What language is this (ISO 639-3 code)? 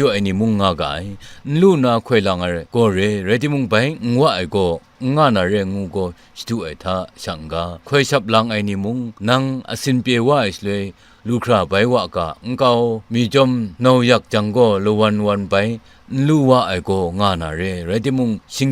kac